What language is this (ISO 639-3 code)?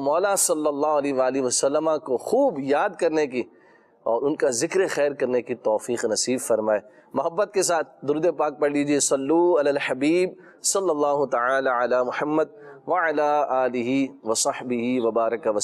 urd